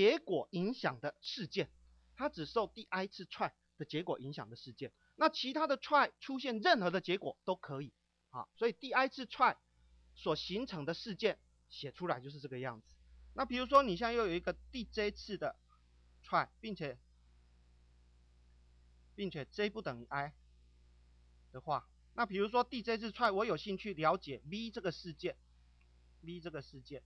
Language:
Chinese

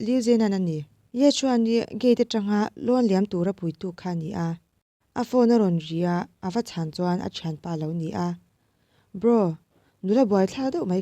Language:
Mizo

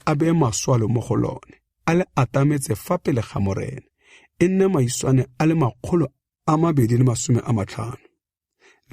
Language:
Tswana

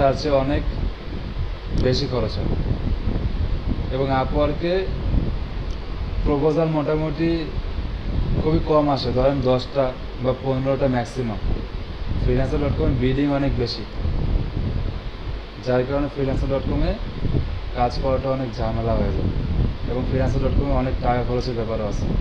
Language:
Bangla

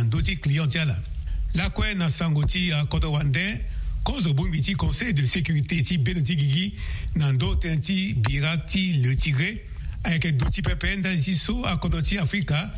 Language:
Sango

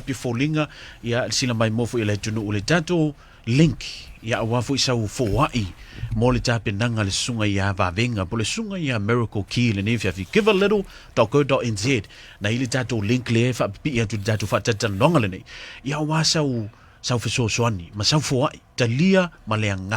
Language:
Samoan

